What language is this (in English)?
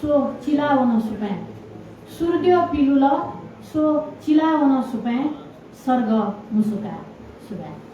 Newari